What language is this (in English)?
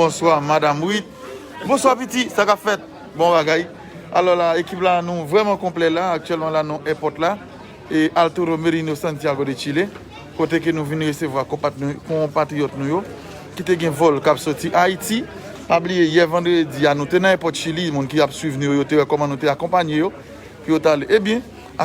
Haitian Creole